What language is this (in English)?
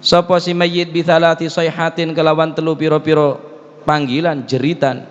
Madurese